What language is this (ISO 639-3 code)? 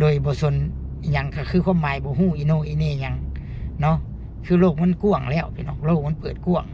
lao